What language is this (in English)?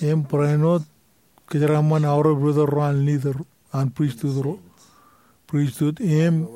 Marshallese